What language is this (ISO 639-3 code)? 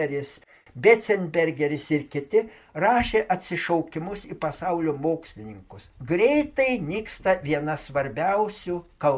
lit